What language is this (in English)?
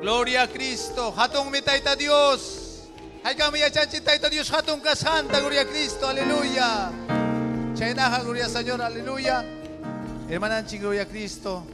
Ayacucho Quechua